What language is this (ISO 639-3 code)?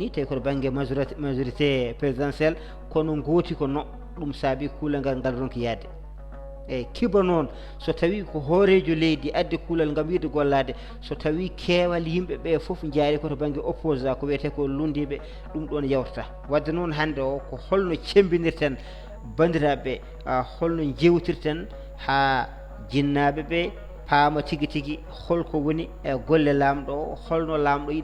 ful